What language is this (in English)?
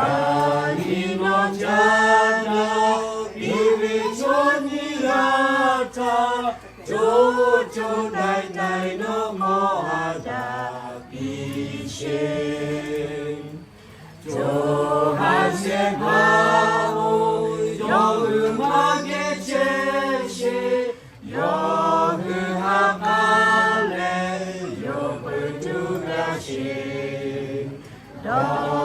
Lahu